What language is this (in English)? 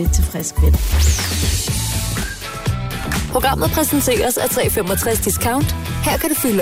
Danish